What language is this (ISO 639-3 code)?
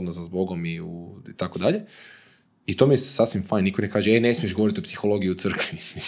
hrv